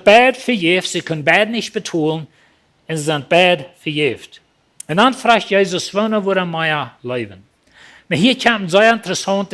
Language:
Plautdietsch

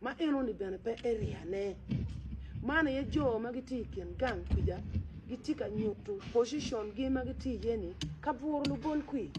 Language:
Acoli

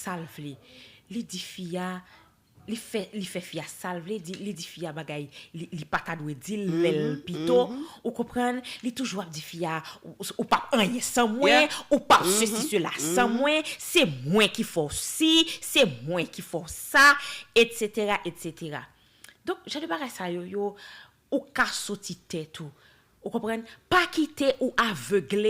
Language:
Haitian Creole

